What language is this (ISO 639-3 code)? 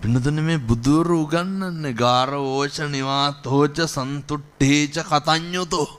sin